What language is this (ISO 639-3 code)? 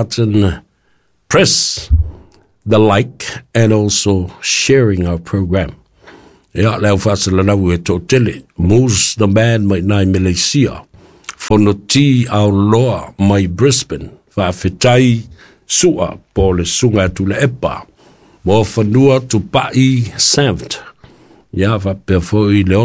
smo